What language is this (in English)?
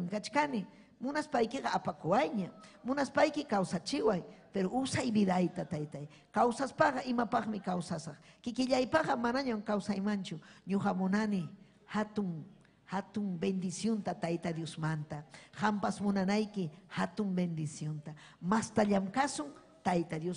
Ayacucho Quechua